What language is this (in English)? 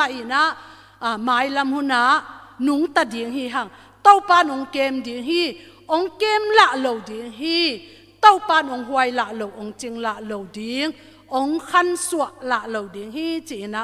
Tedim Chin